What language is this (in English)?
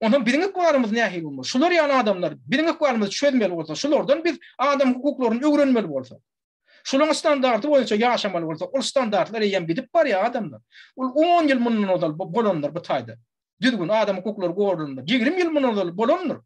Turkmen